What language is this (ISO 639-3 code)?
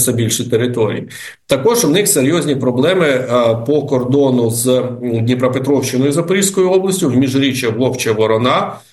ukr